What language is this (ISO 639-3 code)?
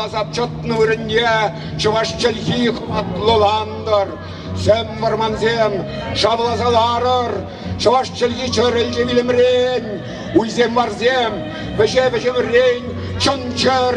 chv